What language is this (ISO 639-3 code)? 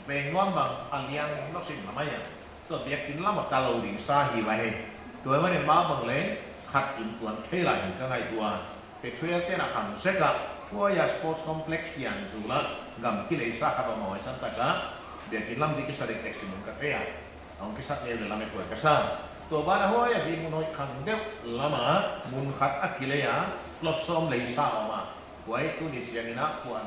pck